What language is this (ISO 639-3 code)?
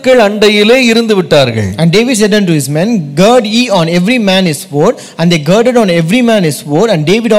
tam